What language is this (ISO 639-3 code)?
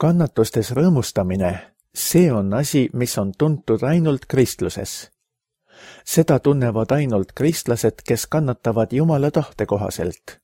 est